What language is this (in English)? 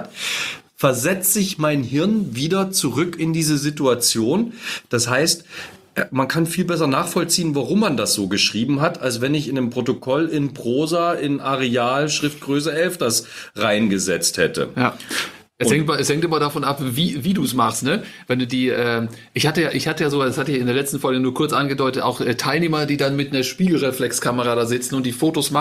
German